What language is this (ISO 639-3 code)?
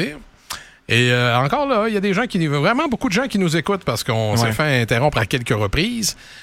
fra